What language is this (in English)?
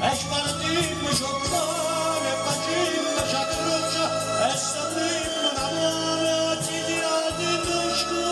Neapolitan